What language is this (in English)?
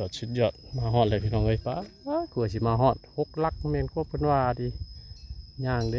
Northeastern Thai